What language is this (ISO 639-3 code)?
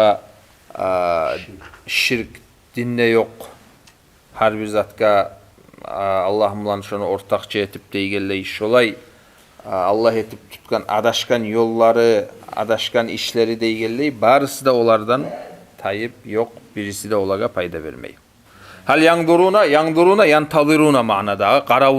kum